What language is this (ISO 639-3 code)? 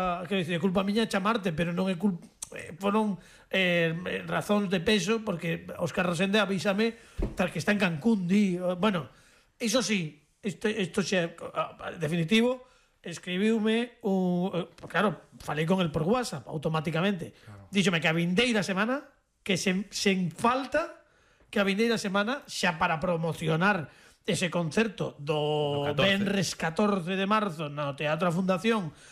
glg